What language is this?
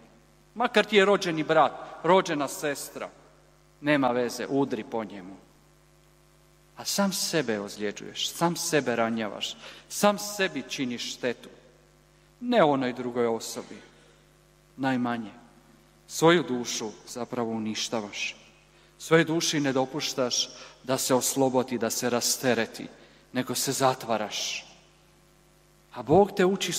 Croatian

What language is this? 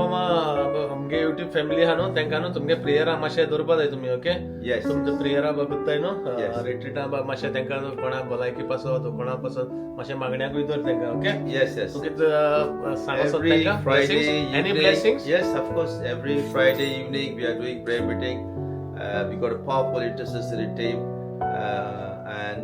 Konkani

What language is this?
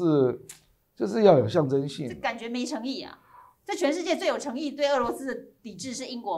Chinese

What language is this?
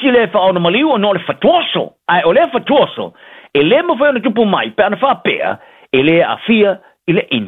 Samoan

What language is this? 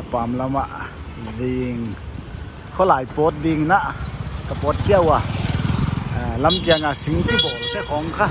Paite Chin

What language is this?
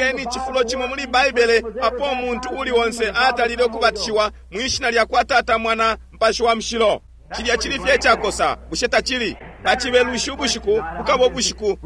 Bemba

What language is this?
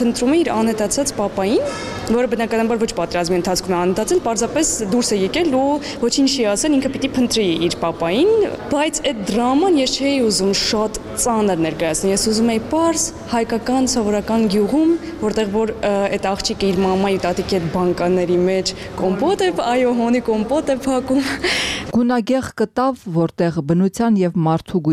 Armenian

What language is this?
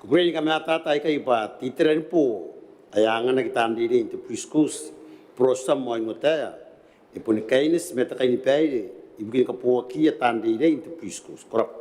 Gilbertese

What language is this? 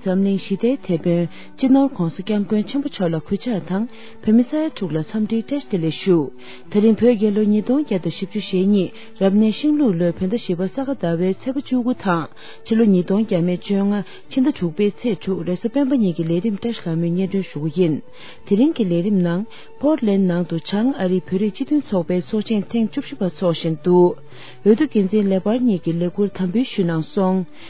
Tibetan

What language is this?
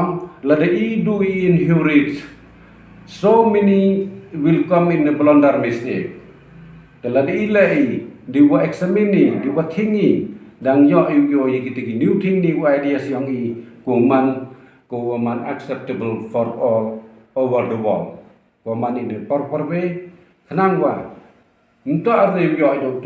Pnar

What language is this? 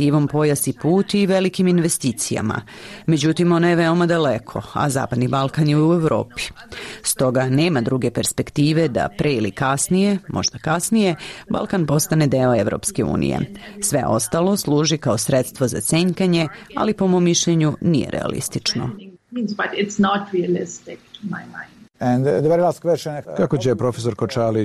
Serbian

